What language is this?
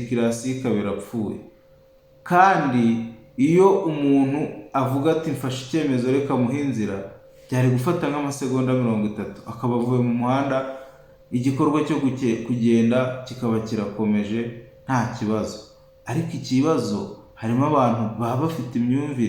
Kinyarwanda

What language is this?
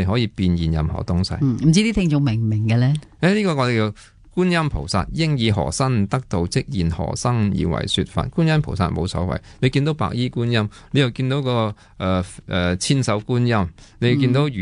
Cantonese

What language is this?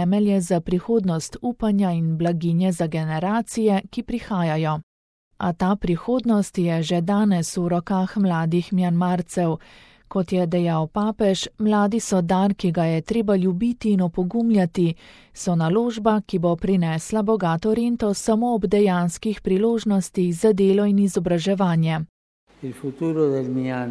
Slovenian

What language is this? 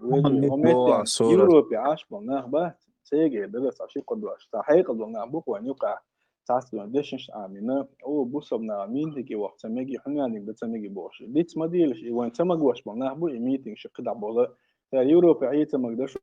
Chechen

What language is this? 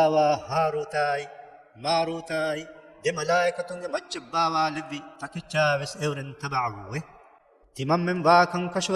Divehi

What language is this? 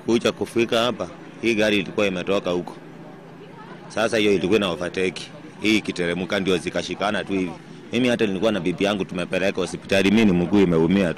Swahili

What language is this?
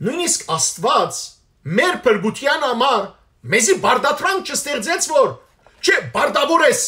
Western Armenian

